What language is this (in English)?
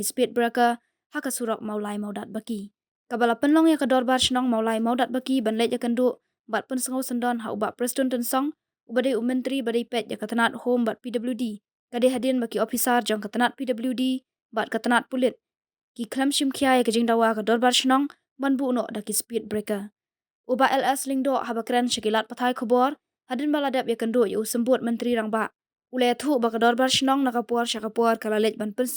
Khasi